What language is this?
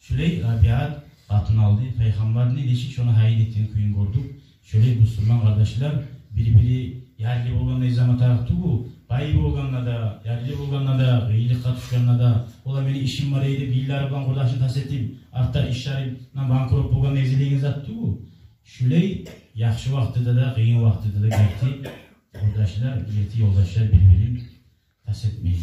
Kumyk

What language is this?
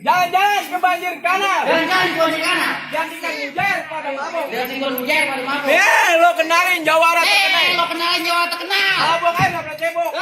Betawi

